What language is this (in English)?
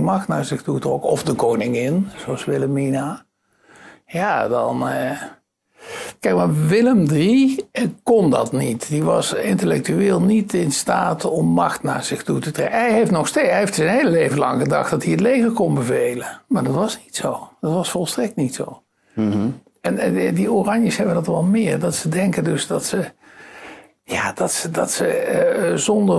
Dutch